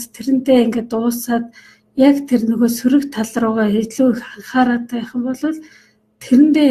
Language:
Mongolian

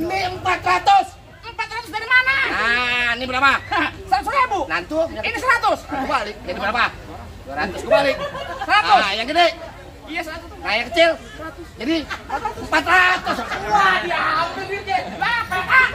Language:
Betawi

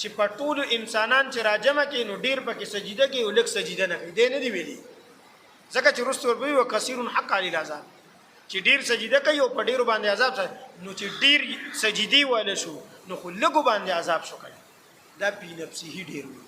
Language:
Pashto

